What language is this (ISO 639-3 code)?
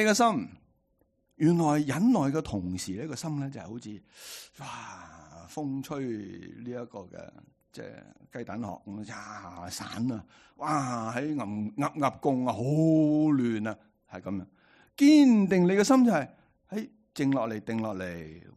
yue